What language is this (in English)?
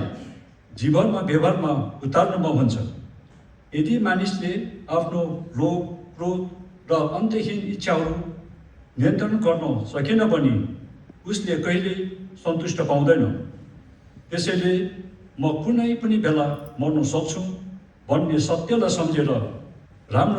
Nepali